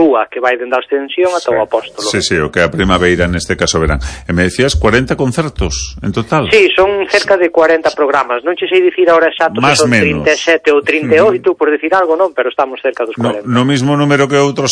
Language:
Galician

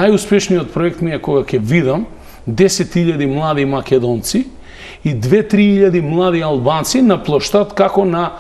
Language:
Macedonian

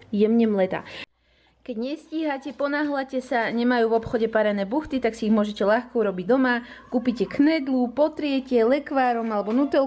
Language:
Slovak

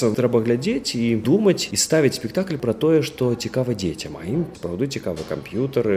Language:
Belarusian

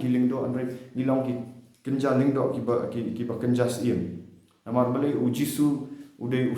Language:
Khasi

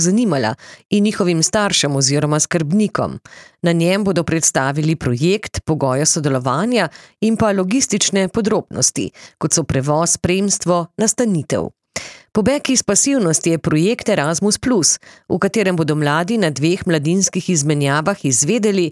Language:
Slovenian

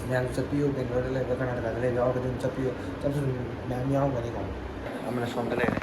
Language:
Manipuri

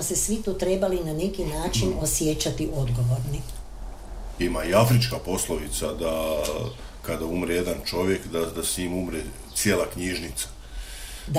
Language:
Croatian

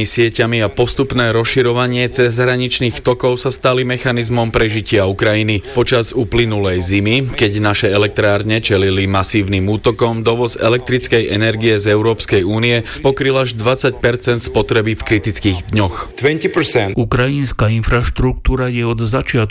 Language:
Slovak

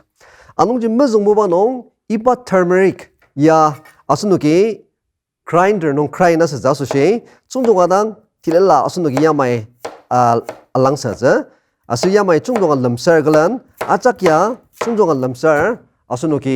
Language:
Ao Naga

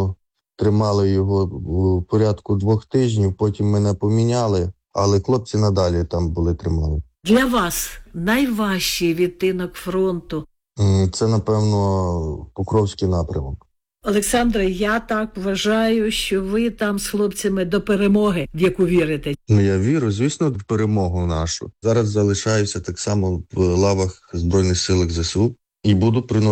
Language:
Ukrainian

